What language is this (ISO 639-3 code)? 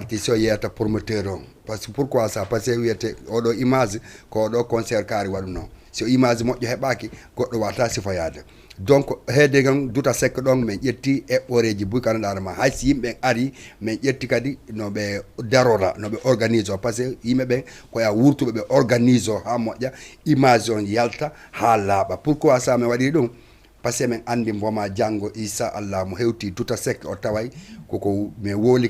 ful